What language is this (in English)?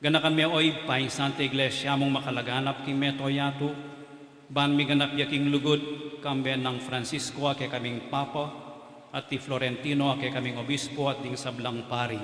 Pampanga